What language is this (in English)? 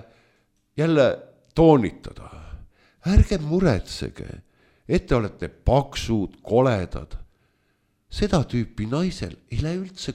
Estonian